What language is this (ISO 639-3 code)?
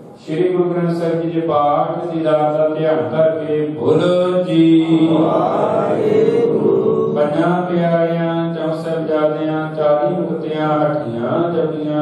pan